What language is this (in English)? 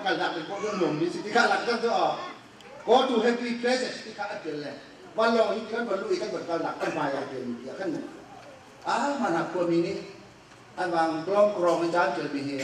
Hakha Chin